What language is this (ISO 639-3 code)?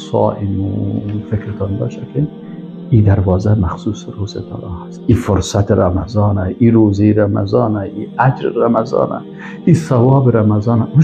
fas